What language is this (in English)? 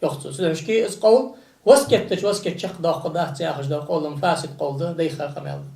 Ingush